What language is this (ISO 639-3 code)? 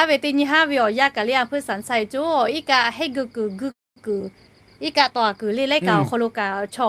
lhu